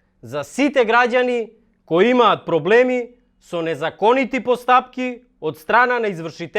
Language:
Macedonian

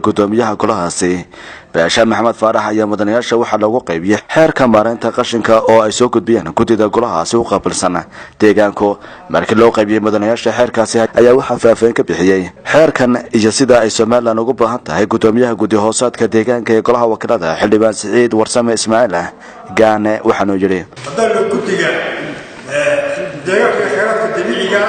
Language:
Somali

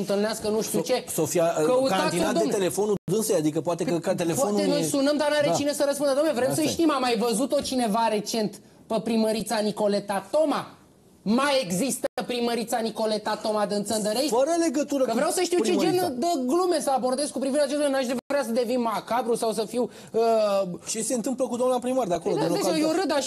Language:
Romanian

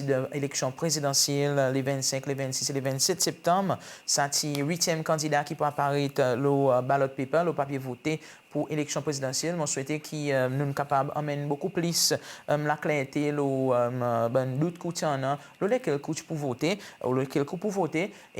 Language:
Seselwa Creole French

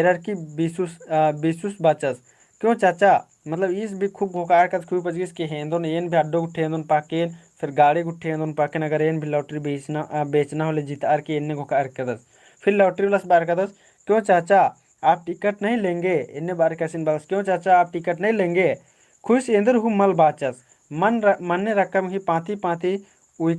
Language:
Kurukh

